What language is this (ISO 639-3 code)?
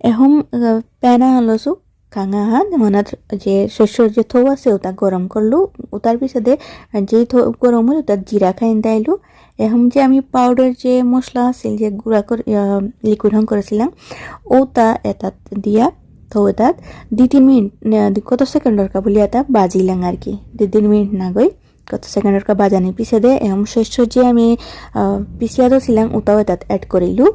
bpy